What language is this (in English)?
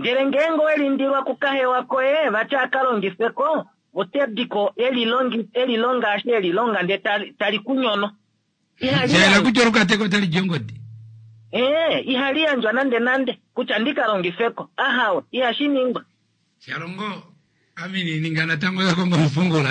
Kuanyama